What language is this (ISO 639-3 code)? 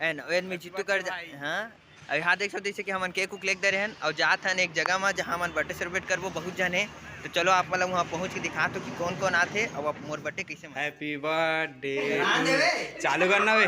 hne